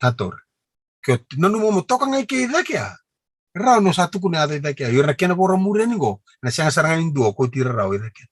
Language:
Fijian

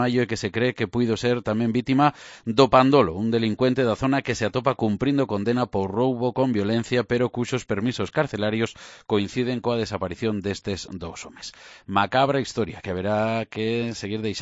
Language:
Galician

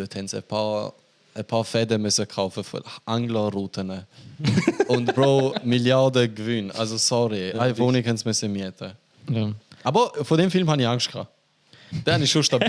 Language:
Swiss German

